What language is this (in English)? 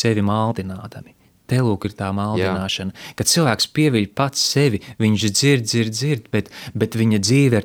Latvian